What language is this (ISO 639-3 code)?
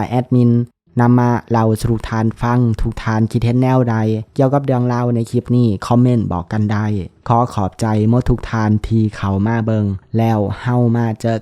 lao